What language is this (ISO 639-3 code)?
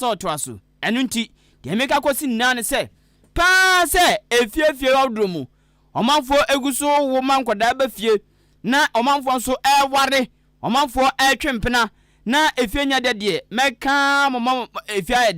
aka